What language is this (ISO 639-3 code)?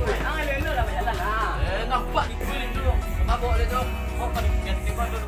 min